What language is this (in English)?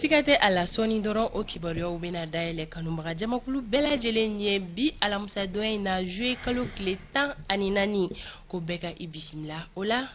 Bambara